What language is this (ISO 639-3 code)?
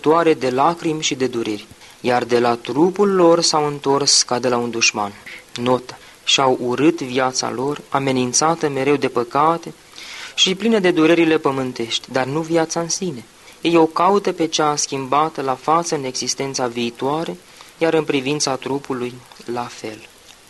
ron